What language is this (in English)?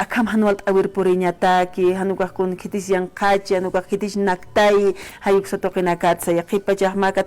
Aymara